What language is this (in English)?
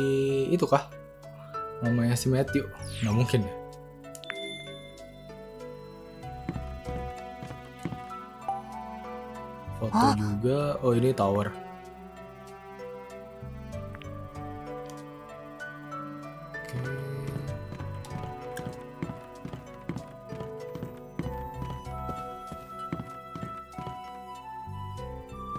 Indonesian